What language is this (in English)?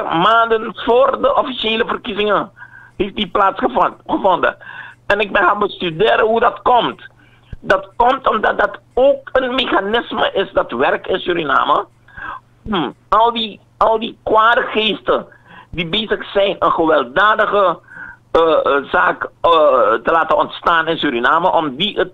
Dutch